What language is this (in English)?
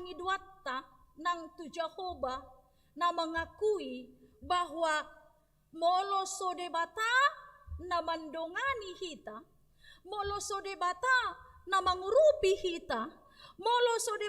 Batak Toba